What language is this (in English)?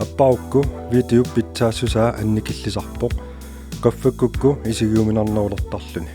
Kalaallisut